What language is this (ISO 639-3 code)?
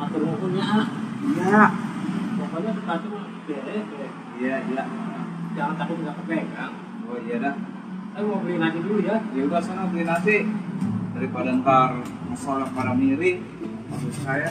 bew